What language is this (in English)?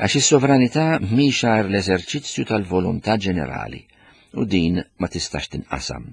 Maltese